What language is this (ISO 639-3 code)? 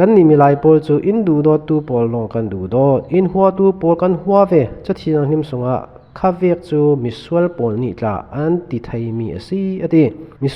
cfm